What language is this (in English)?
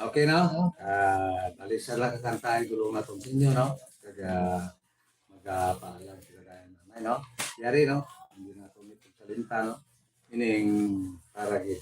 Hiligaynon